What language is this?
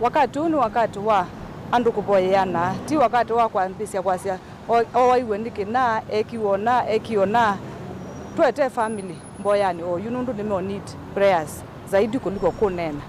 Kamba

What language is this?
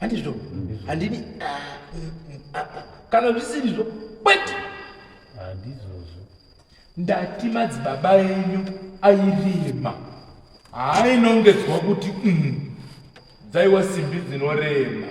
Shona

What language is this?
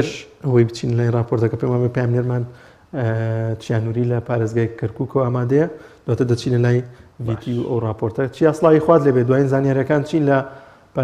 Central Kurdish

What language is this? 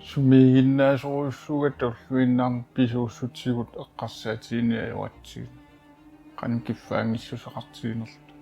Kalaallisut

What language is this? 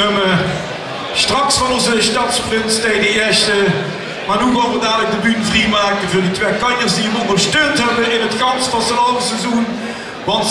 Limburgish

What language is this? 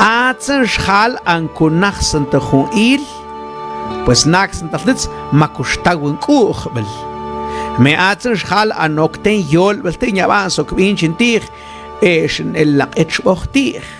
Mam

